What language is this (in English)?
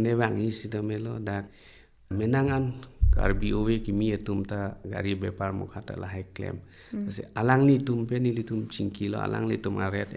Karbi